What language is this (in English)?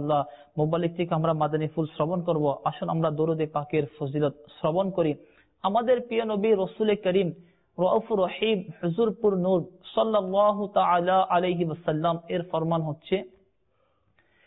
Bangla